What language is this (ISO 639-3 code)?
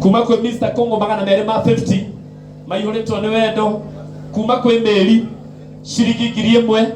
kik